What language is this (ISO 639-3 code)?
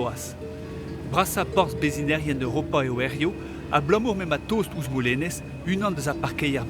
bre